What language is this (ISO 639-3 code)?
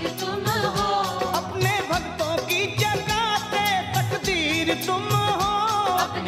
hin